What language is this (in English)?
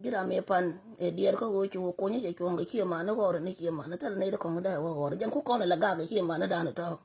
Nuer